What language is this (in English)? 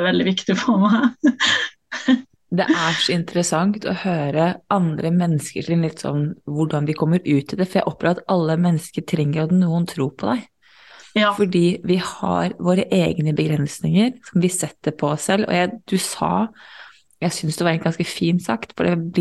Norwegian